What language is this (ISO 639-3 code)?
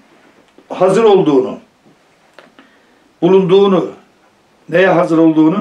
tur